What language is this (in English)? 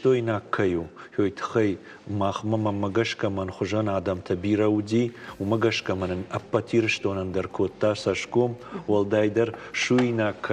Ossetic